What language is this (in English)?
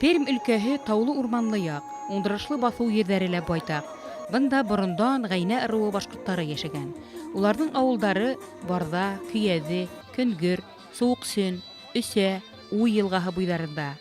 Bashkir